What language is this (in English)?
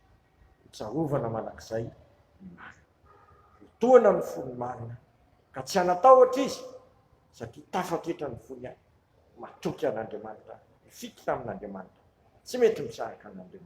Malagasy